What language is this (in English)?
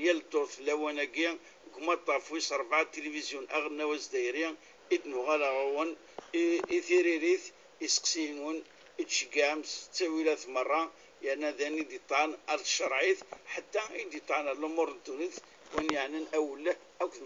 Kabyle